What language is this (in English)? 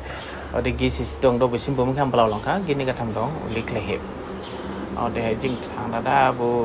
Dimasa